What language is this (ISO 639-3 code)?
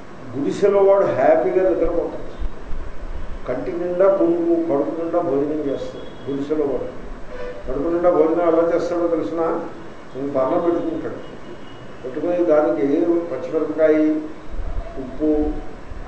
tel